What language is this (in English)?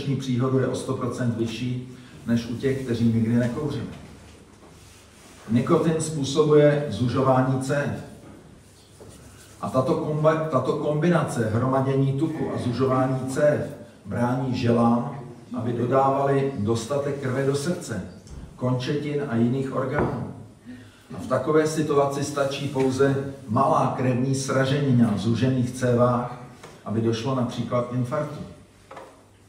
Czech